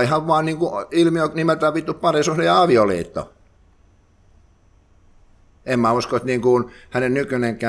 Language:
Finnish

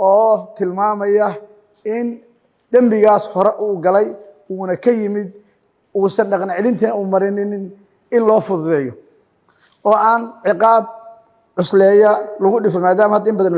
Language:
Somali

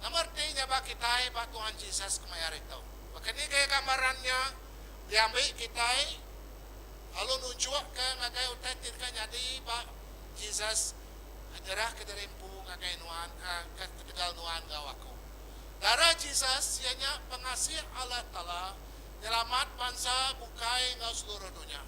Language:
Iban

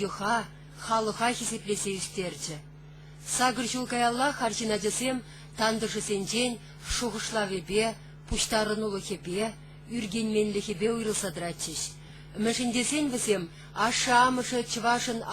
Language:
Chuvash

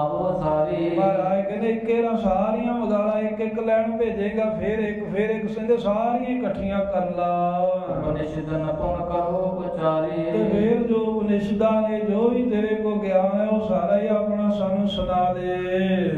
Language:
Punjabi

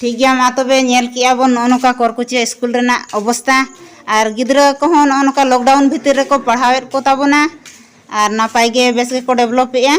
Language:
Santali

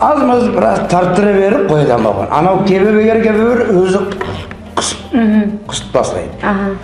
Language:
Nogai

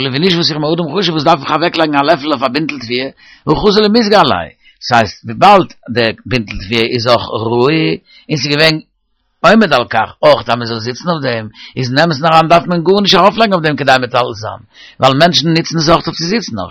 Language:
Yiddish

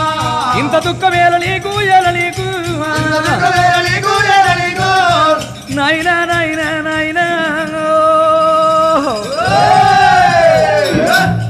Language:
Telugu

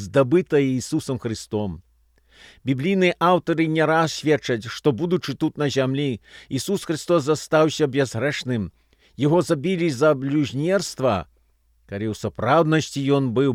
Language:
Belarusian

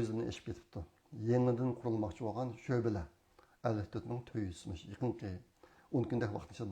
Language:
Uyghur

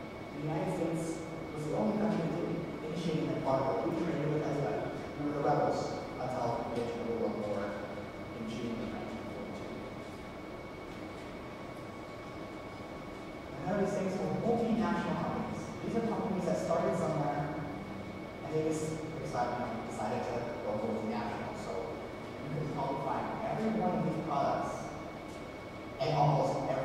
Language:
English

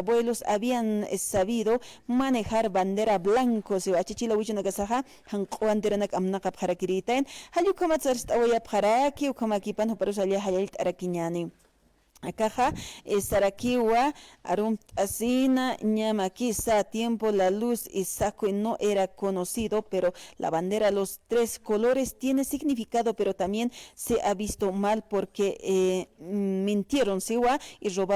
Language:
Aymara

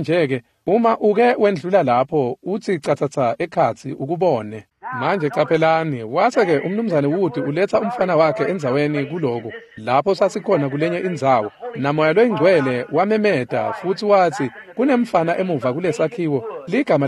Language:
Swati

